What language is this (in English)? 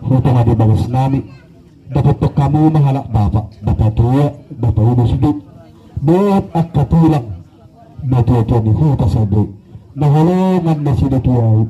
Batak Toba